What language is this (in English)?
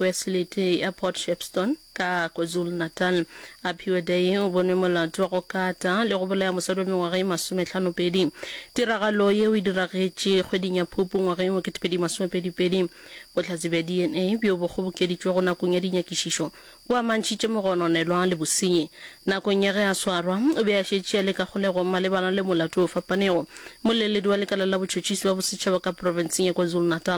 Northern Sotho